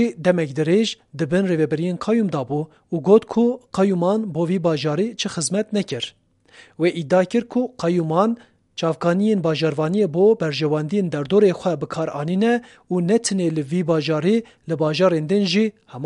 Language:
Kurdish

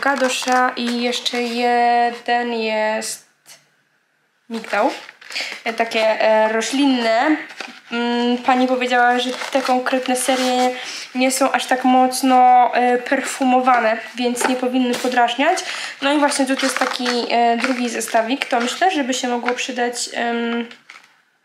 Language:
Polish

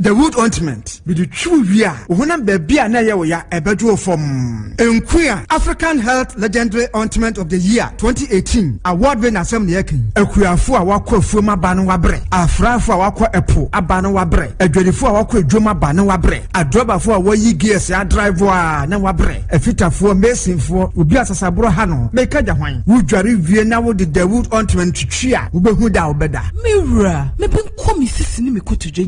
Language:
Akan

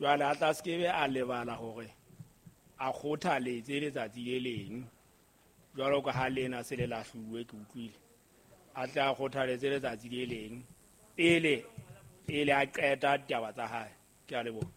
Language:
Southern Sotho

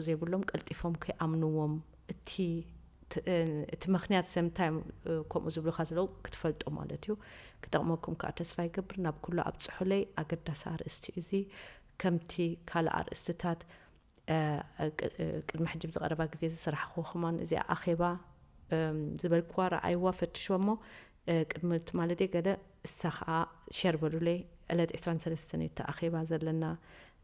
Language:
Tigrinya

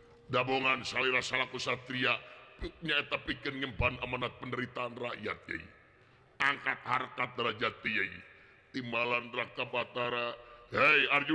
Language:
Sundanese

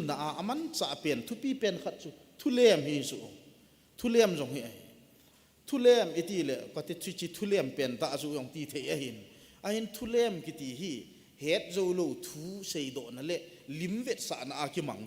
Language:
Thado Chin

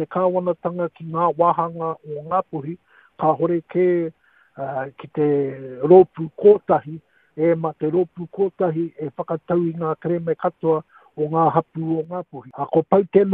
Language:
Māori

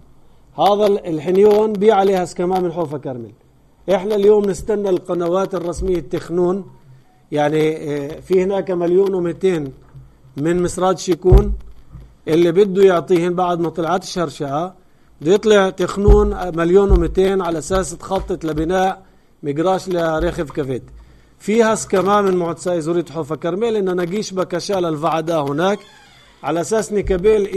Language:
North Levantine Arabic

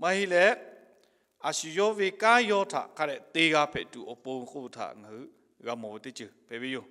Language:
Lahu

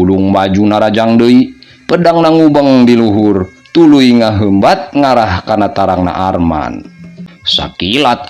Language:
Sundanese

